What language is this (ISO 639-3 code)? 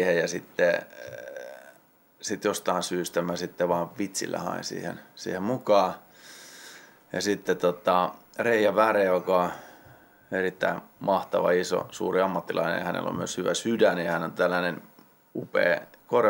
fin